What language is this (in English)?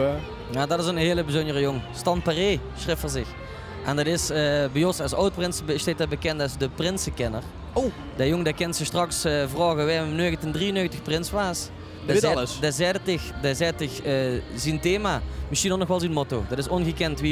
Limburgish